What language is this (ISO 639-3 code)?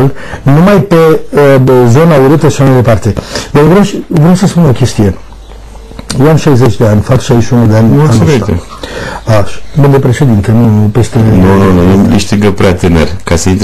ron